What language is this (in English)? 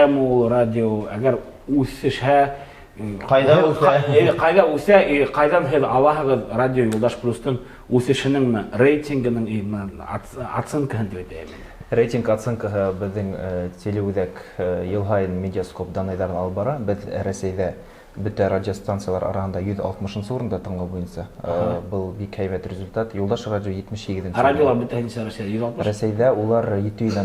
Bashkir